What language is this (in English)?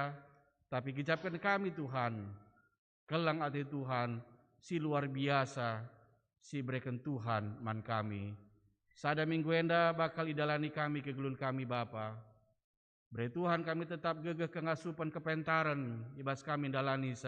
Batak Karo